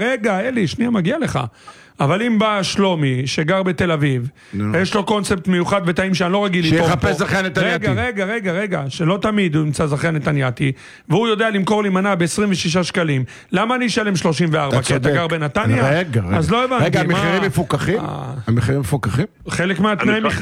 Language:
Hebrew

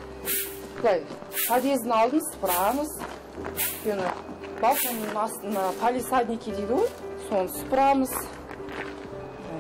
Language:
Kazakh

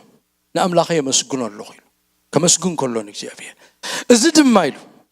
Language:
Tigrinya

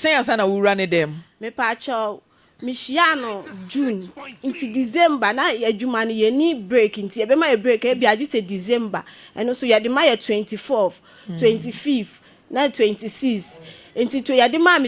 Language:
Akan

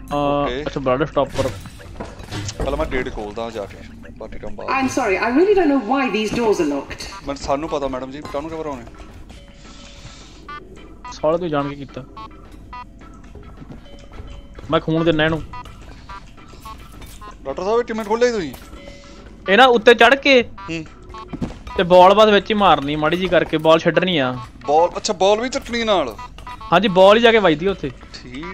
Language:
Punjabi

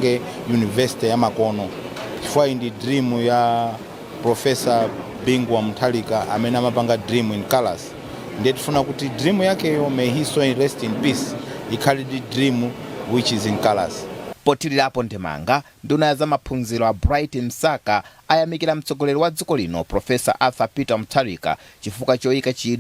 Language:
Nyanja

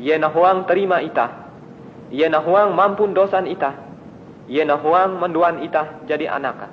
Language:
Ngaju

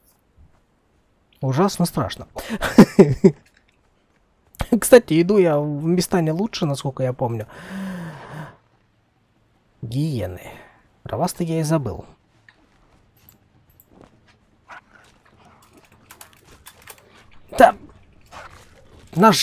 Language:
Russian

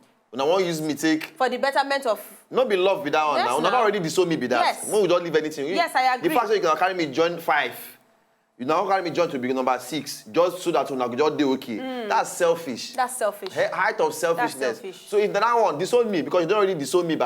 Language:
Nigerian Pidgin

